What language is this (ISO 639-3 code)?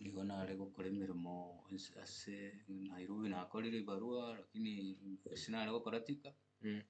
guz